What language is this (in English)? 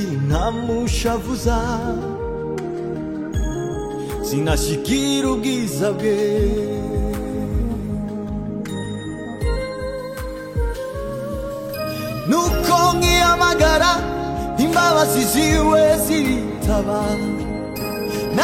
Kinyarwanda